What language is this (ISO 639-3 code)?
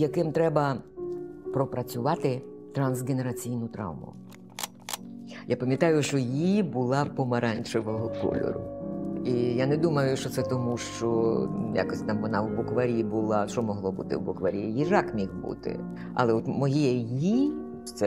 ukr